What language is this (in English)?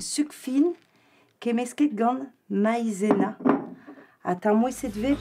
Breton